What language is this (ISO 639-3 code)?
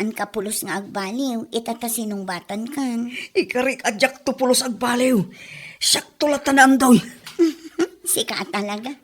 ilo